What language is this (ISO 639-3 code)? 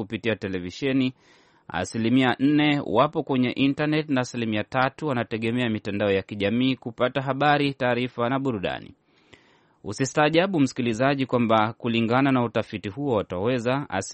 swa